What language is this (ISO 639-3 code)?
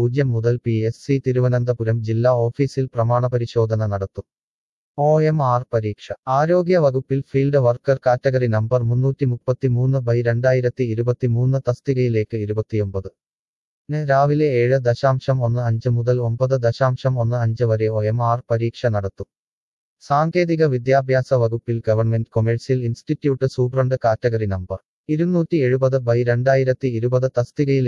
mal